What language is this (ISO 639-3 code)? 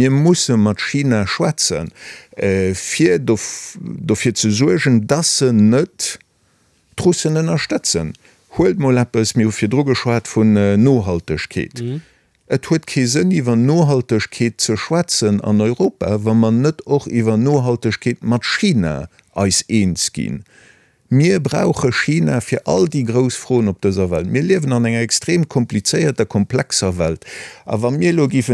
ltz